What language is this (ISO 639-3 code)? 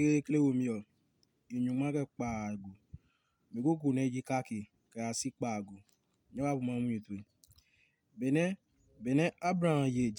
ada